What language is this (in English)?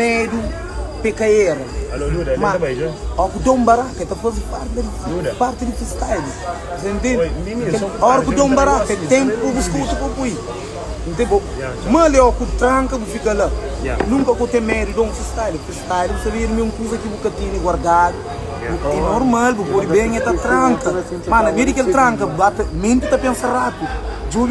Kabuverdianu